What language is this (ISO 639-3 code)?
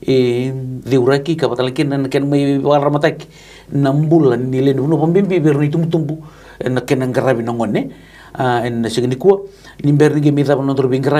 fij